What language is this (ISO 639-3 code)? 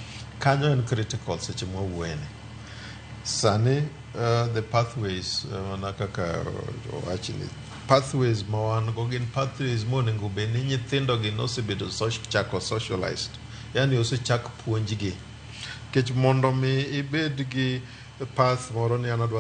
luo